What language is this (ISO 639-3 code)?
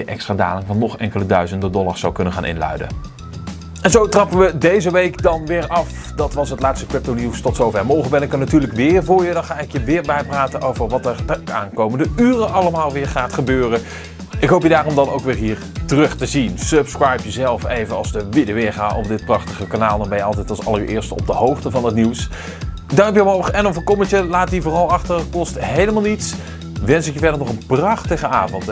nld